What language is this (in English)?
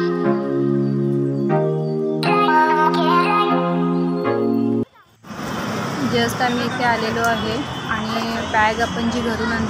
Marathi